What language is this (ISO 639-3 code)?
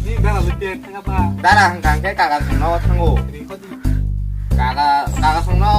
trp